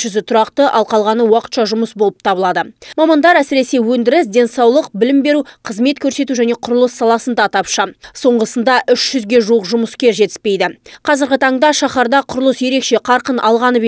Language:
Kazakh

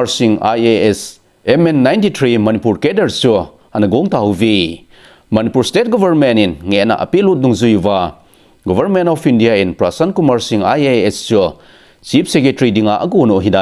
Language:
Thado Chin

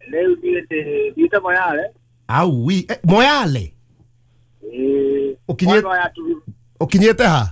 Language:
Kikuyu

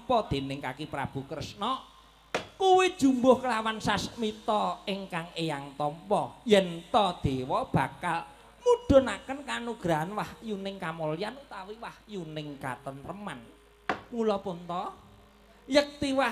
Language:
Javanese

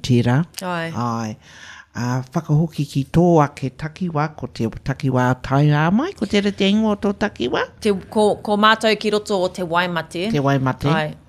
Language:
Māori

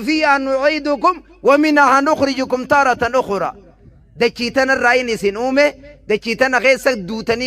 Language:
Oromo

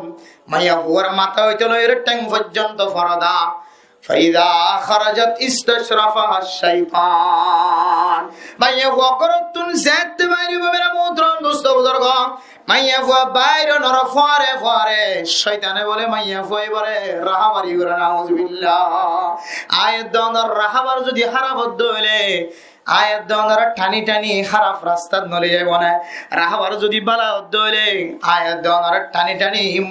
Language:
Rohingya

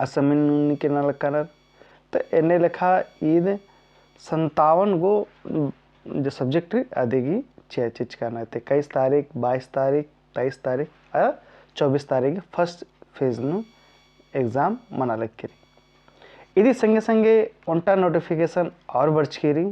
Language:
Kurukh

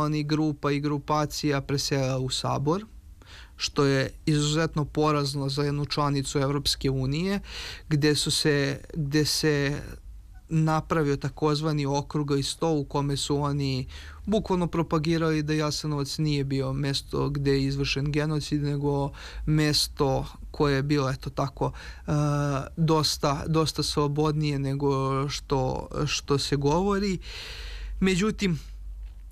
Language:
Serbian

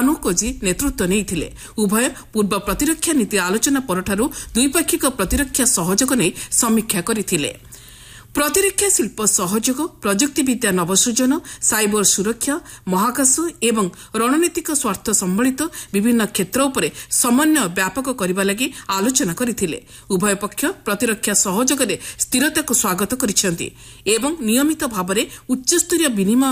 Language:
Odia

